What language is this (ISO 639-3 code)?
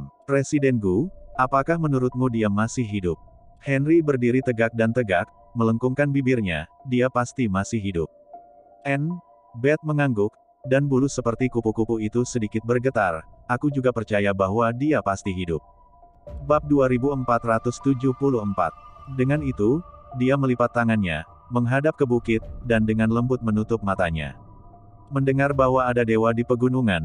ind